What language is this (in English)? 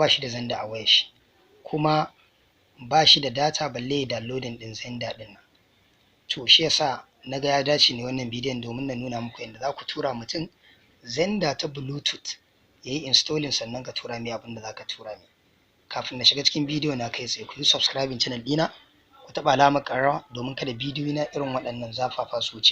Hausa